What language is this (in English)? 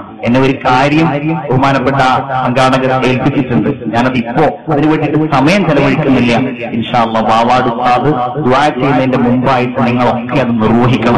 Malayalam